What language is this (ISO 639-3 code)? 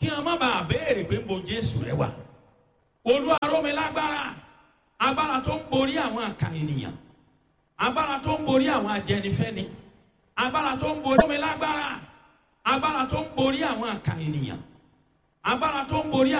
yor